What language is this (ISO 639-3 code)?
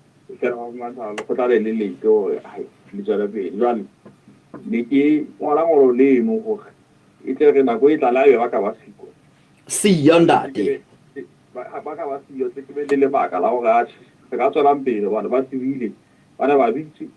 sot